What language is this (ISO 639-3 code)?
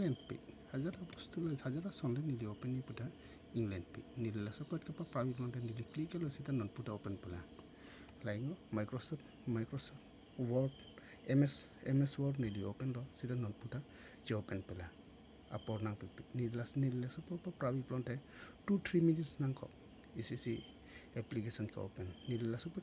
mjw